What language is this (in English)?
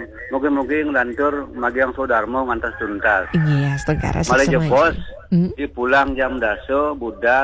Balinese